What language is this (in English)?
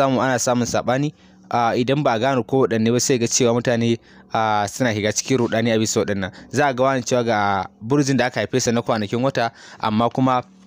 Hausa